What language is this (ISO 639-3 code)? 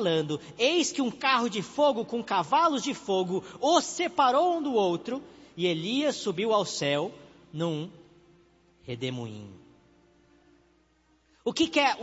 por